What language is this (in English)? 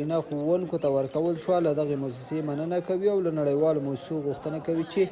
Pashto